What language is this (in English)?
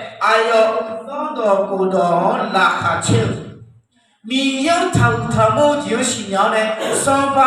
Akha